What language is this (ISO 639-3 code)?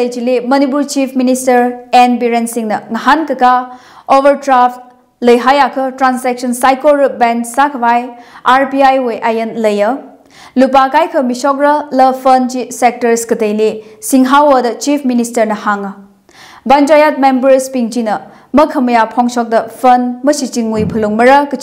nmf